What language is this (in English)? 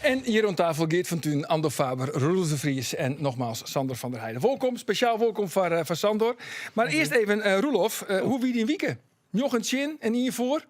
Western Frisian